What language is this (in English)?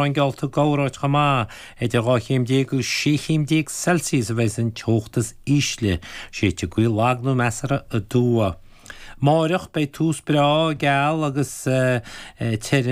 Irish